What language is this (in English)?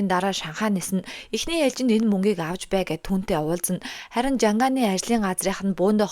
Mongolian